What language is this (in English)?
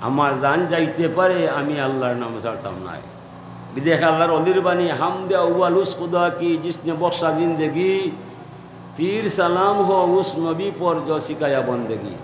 Sylheti